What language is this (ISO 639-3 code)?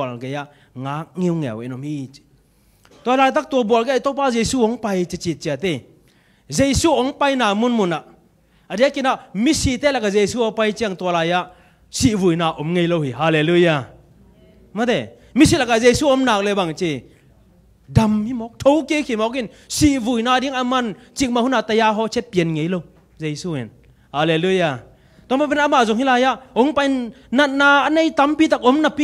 ctd